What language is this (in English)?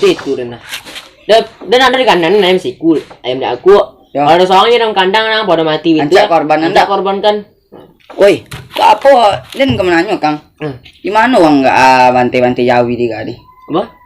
Minangkabau